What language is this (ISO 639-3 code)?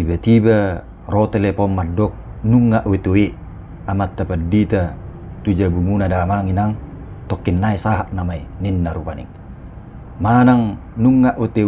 bbc